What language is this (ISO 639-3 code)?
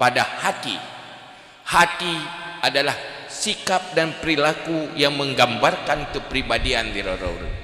ace